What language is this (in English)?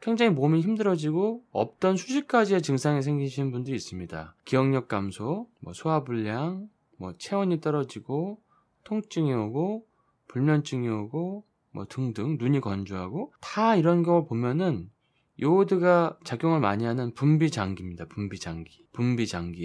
Korean